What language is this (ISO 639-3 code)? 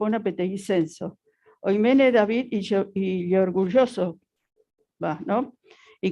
grn